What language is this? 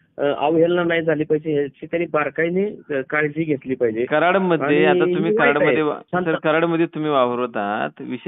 Marathi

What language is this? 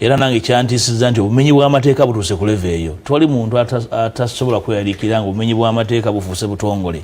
Ganda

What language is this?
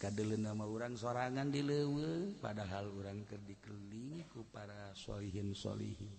Sundanese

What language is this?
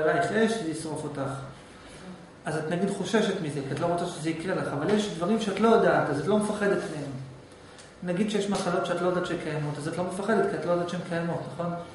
Hebrew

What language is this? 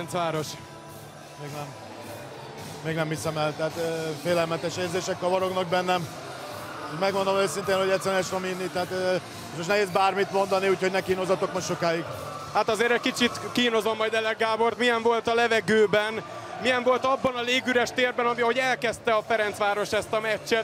Hungarian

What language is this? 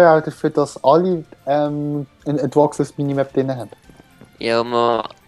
Swiss German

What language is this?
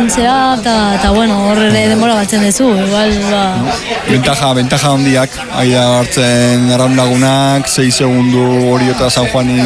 Basque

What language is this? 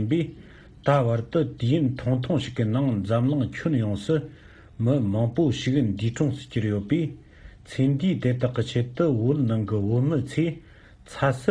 Tibetan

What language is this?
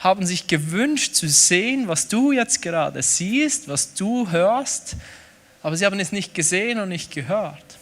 Swiss German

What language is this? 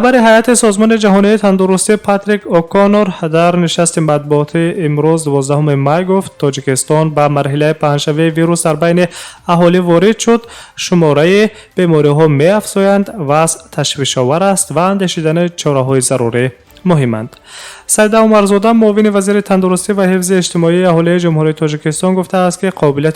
Tajik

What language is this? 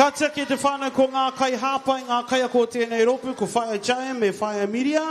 Māori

